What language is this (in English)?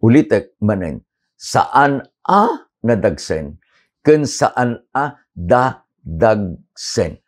Iloko